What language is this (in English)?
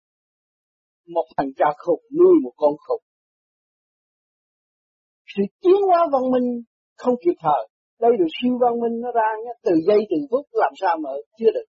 Vietnamese